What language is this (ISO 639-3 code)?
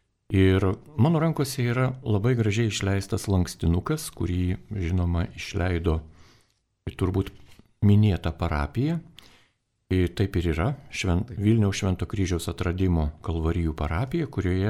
lit